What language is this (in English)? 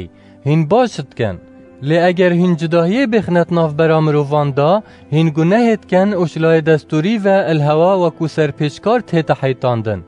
Kurdish